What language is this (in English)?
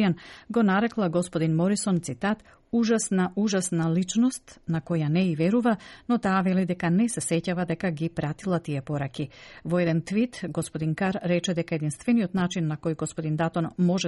Macedonian